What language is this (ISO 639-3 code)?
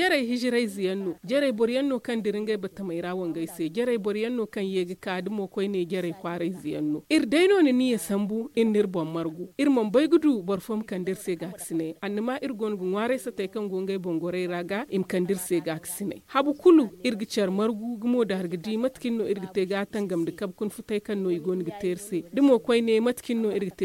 dje